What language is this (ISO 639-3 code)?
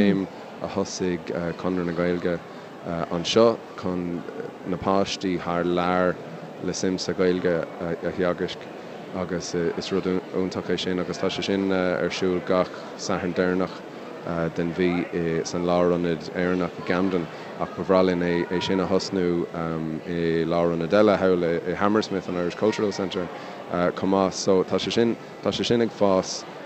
gle